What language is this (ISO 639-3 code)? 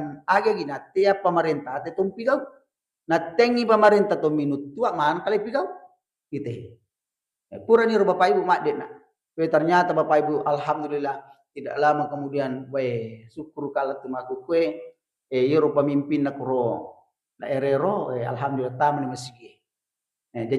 bug